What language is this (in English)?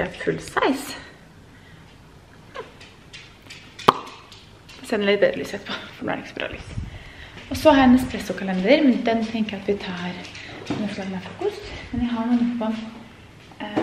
Norwegian